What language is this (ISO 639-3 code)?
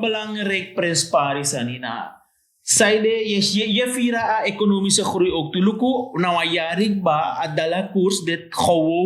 srn